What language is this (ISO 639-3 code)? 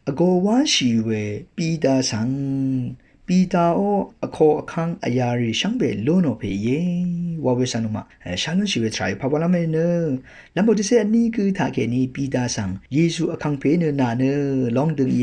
raw